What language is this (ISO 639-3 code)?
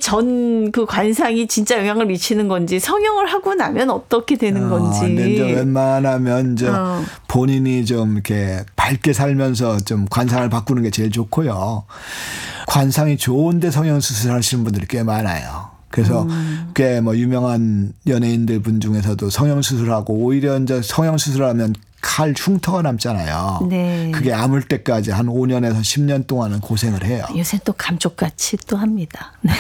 kor